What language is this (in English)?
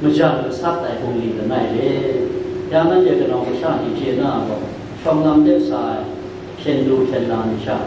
Kachin